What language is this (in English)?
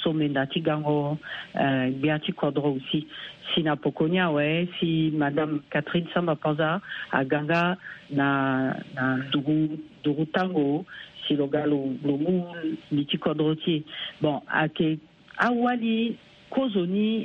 Sango